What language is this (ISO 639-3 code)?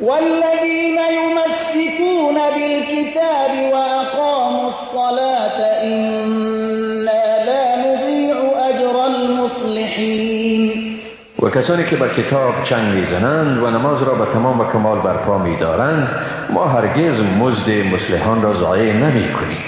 fas